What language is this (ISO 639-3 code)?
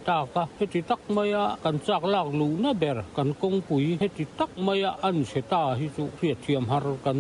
lus